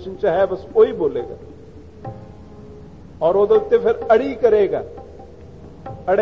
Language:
Punjabi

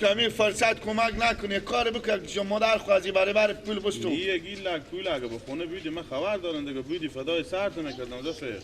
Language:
Persian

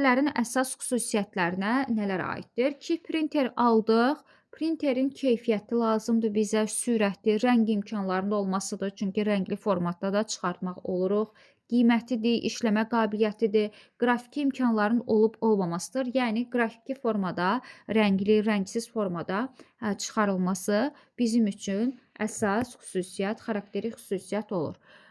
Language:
Azerbaijani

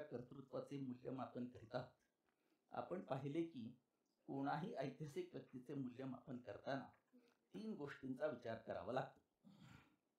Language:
Marathi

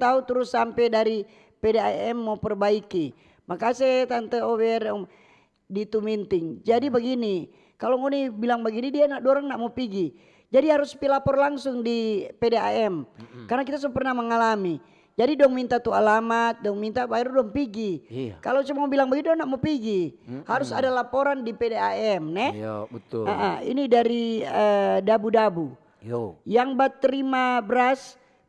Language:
Manado Malay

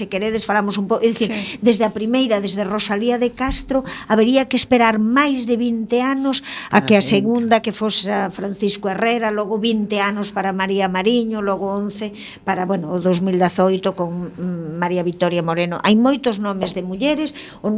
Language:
Galician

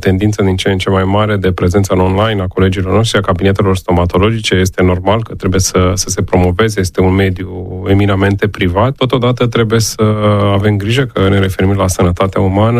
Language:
Romanian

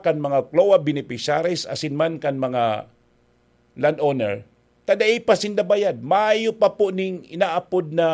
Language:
Bikol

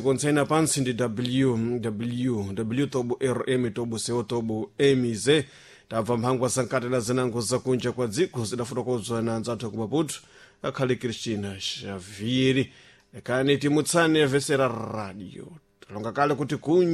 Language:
Sena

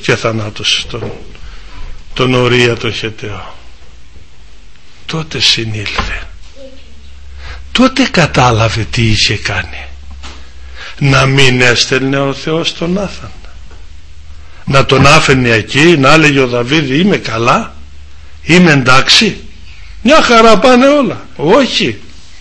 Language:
Greek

